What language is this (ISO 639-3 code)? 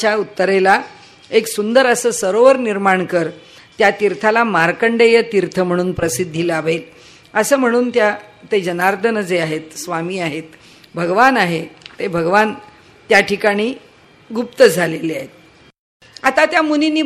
mar